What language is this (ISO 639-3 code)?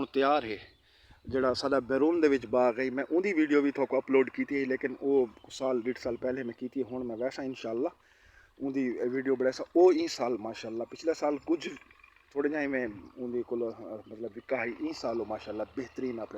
skr